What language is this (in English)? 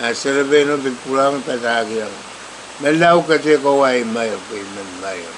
Pohnpeian